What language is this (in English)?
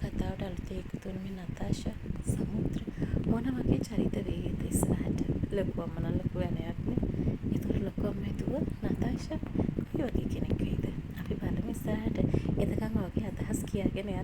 Sinhala